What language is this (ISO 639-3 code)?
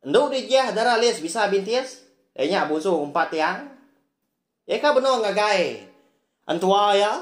iba